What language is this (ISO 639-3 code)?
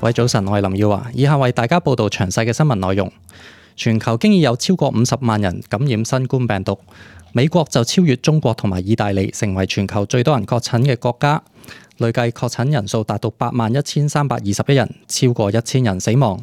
yue